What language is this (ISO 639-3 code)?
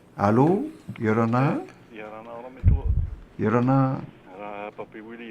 tah